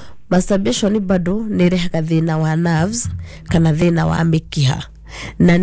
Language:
Kikuyu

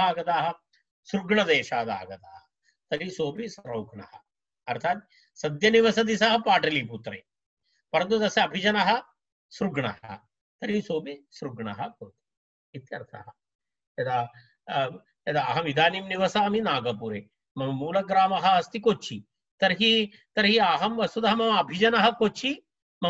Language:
Sanskrit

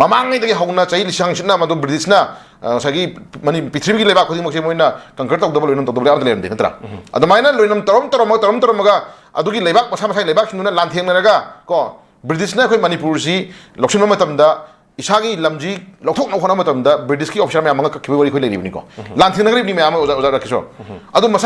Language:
Manipuri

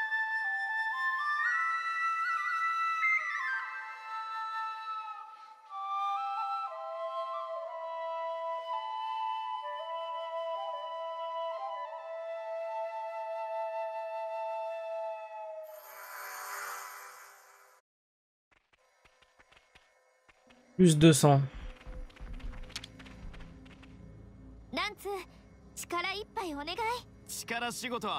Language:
French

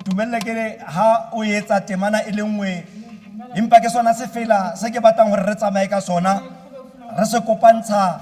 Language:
Tswana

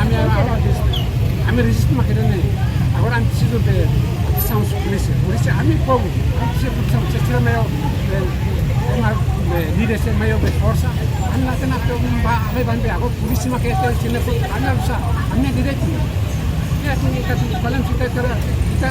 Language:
Tetum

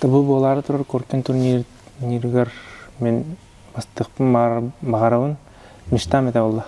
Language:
Yakut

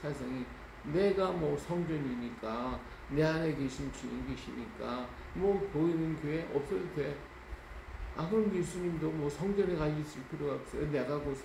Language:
Korean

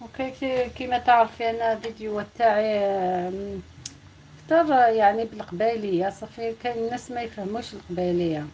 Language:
Algerian Arabic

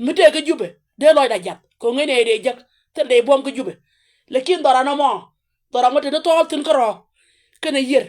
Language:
Nuer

